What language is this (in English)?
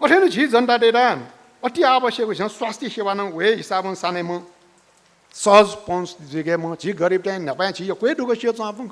Newari